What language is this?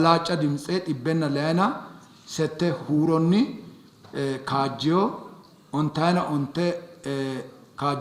Sidamo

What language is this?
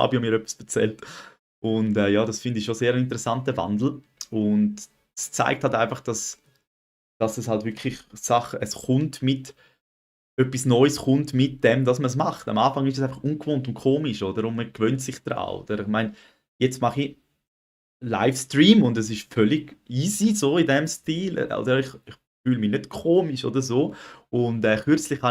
Swiss German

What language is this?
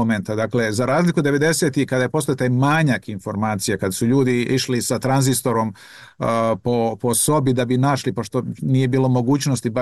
Serbian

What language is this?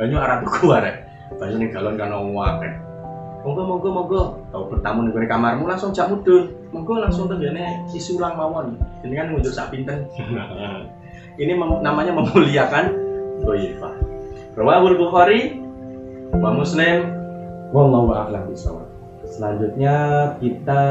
Javanese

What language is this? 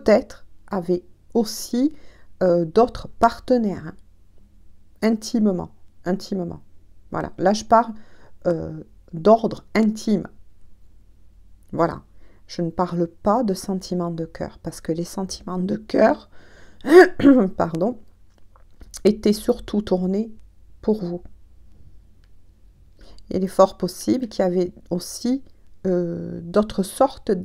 French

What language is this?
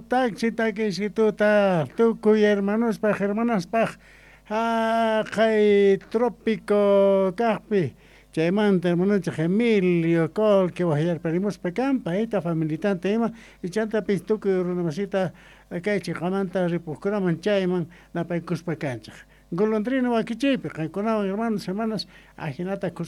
South Bolivian Quechua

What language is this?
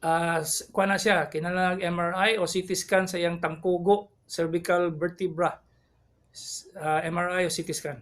Cebuano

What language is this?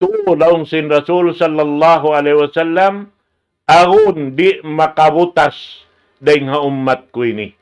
Tausug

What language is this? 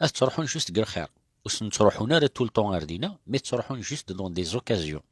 Kabyle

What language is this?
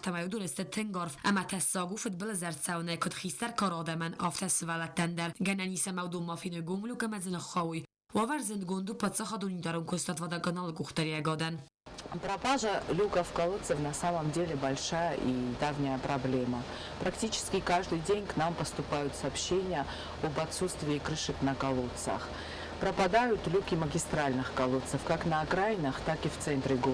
Ossetic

